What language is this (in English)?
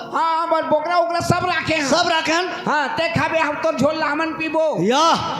Chhattisgarhi